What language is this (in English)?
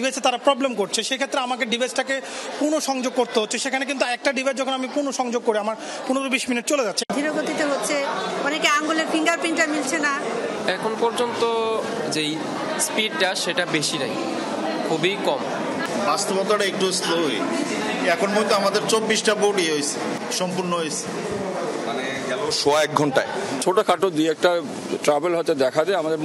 Bangla